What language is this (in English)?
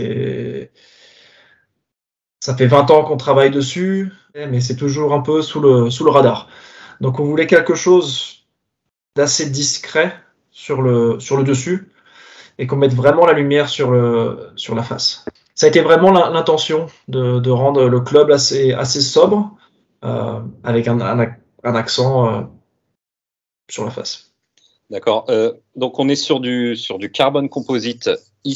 French